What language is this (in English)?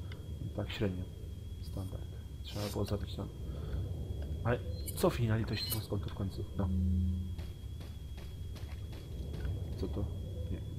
Polish